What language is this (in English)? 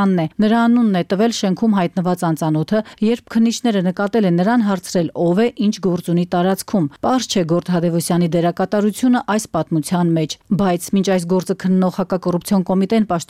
Armenian